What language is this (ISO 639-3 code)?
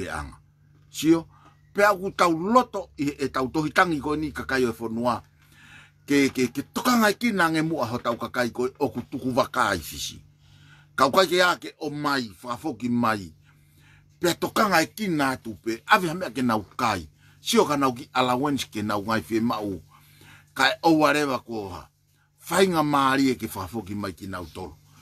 ton